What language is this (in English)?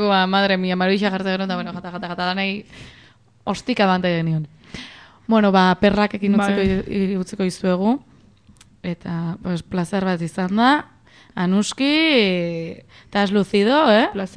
Basque